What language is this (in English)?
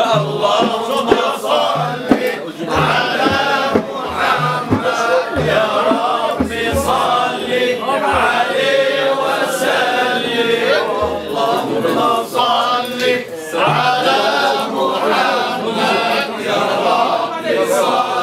Arabic